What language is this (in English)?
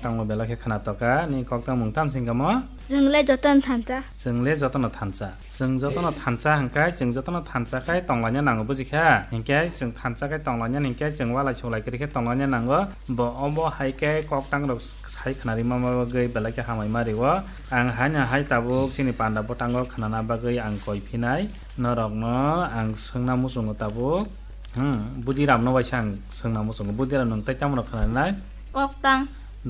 Kok Borok